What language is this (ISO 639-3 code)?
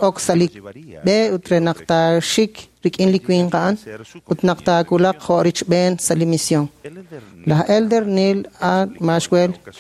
kek